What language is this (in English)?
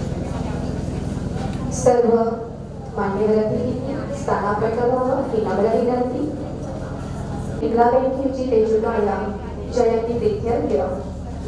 Marathi